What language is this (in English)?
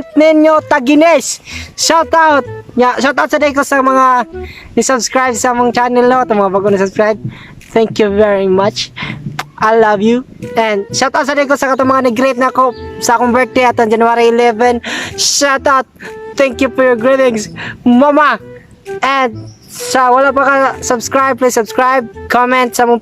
Cebuano